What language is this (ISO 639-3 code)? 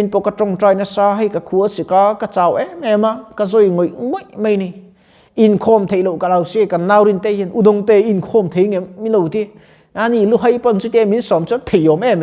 lus